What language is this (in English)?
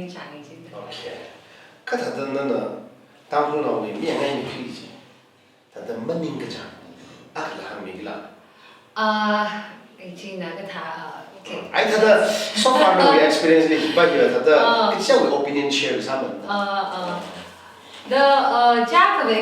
Tangkhul Naga (India)